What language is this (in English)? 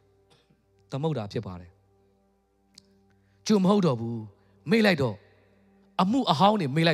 Burmese